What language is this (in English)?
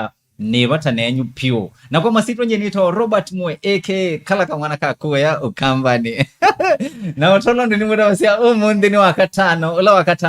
Kamba